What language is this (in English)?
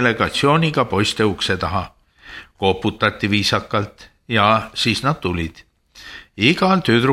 Estonian